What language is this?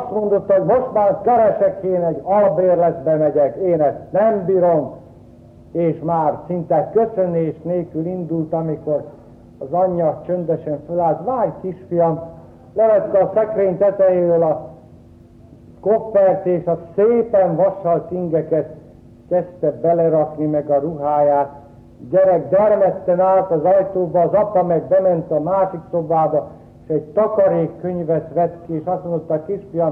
Hungarian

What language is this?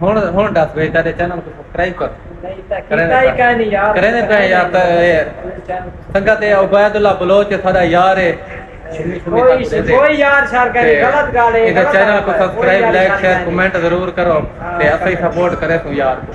Saraiki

